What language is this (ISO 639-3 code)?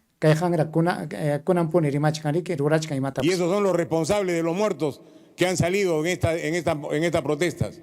quy